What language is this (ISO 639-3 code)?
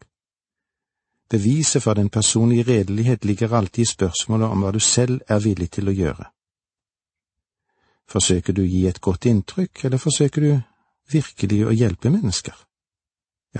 nor